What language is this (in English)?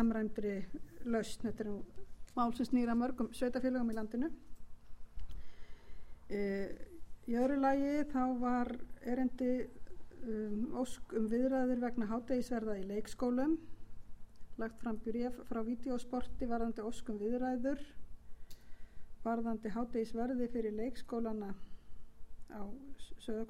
Icelandic